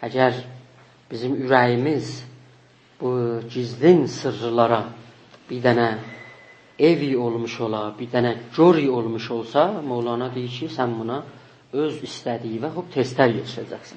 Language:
South Azerbaijani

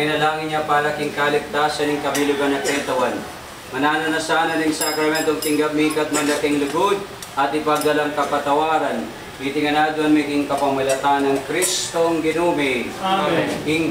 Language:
Pampanga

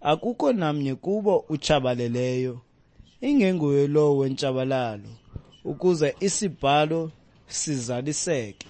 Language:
Xhosa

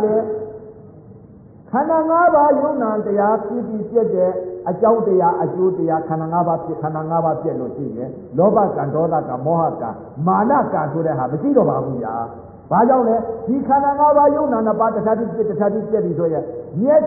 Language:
Burmese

